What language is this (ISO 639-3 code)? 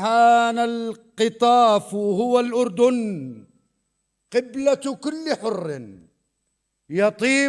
apc